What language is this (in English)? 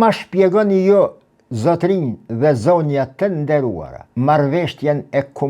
Albanian